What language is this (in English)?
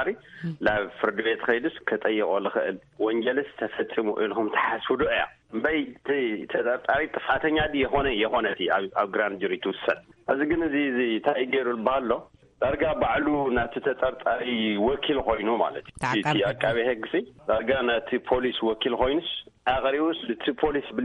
Tigrinya